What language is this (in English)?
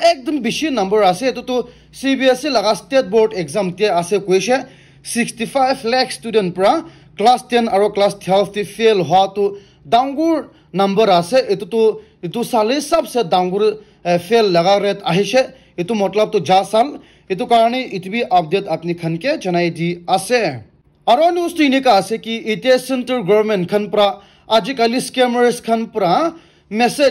Naga Pidgin